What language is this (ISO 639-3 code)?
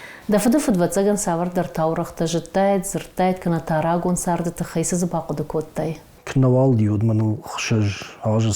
oss